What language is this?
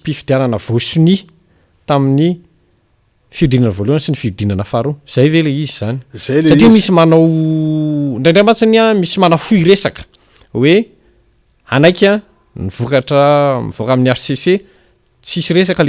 Malagasy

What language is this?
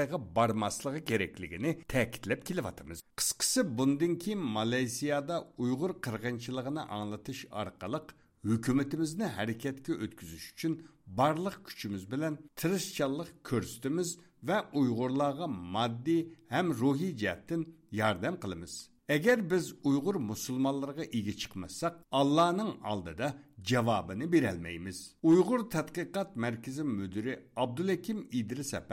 Uyghur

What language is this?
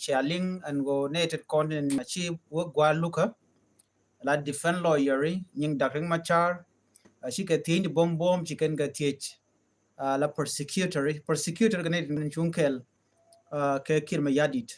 Nuer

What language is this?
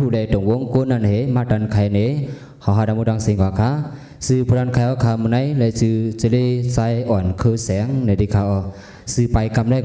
Shan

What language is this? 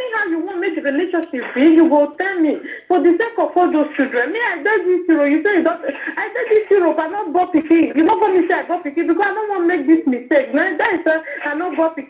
Nigerian Pidgin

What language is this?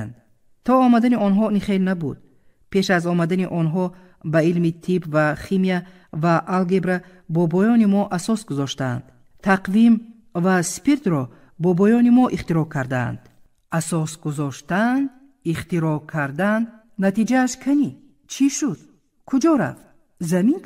Tajik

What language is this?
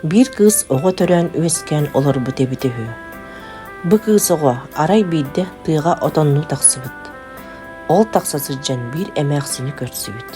Yakut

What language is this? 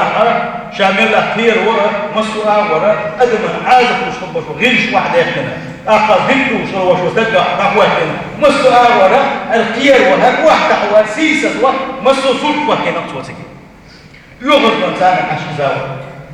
Chechen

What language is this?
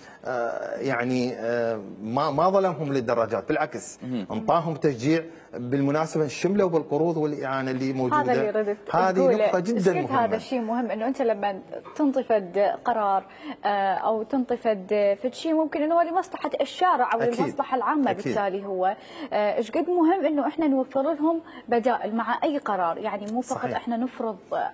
Mesopotamian Arabic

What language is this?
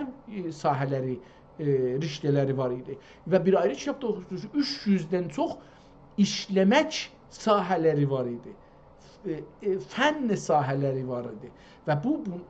South Azerbaijani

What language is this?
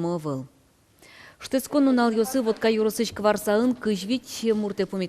Udmurt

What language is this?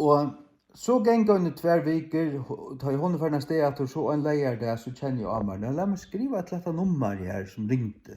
Faroese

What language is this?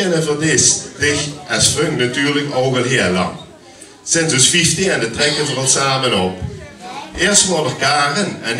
Limburgish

